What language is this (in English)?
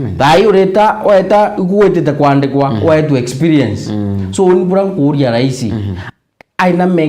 Meru